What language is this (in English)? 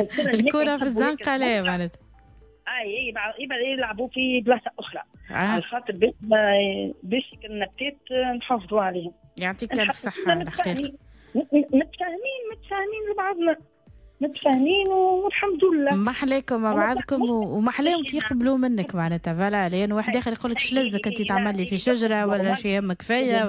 Tunisian Arabic